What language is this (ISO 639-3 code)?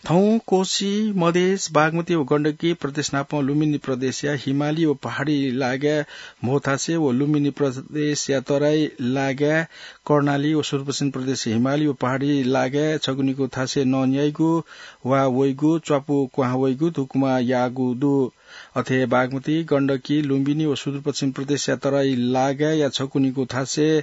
new